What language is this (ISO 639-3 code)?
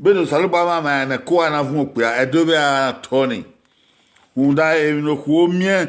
bin